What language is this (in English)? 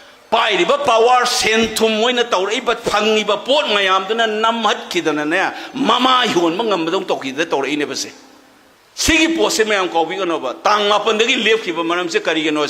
Manipuri